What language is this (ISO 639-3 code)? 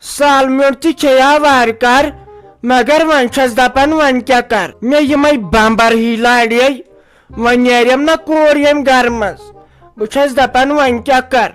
kas